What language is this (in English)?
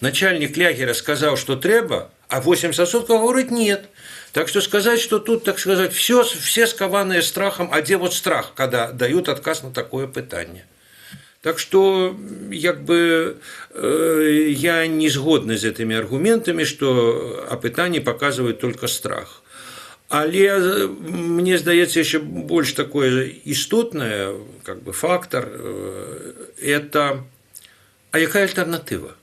Belarusian